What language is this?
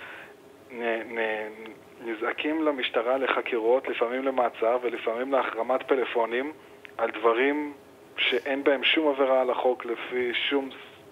Hebrew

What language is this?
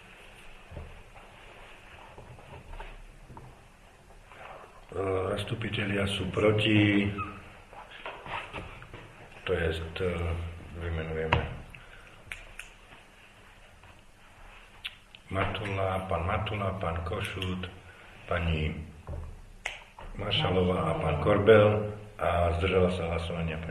Slovak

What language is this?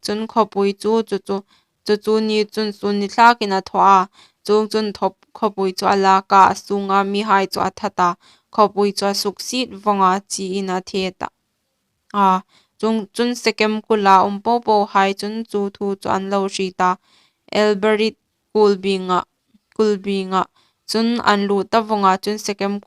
Hmar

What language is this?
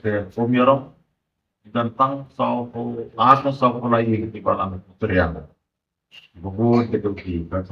Khasi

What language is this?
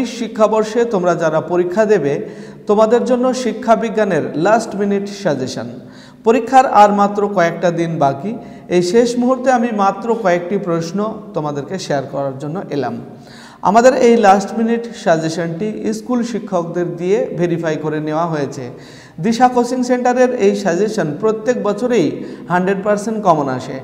Bangla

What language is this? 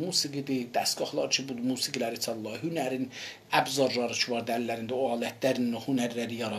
South Azerbaijani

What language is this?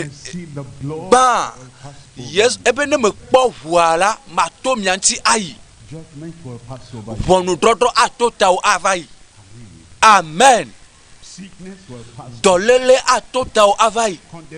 Ewe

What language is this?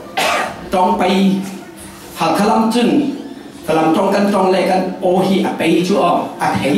Falam Chin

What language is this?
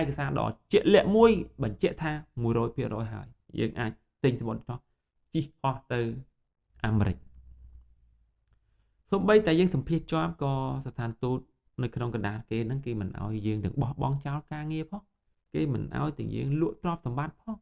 Khmer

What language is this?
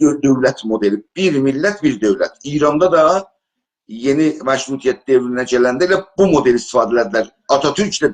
South Azerbaijani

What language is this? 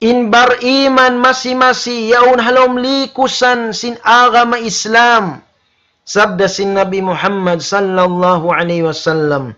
Tausug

